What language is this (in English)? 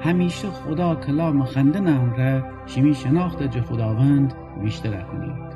Gilaki